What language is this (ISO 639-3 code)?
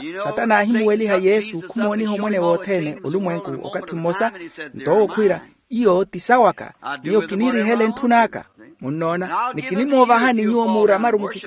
vmw